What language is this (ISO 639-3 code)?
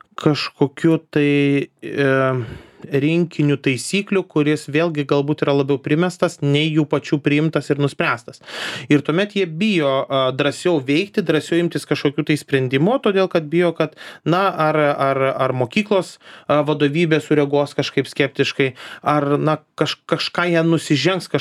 lit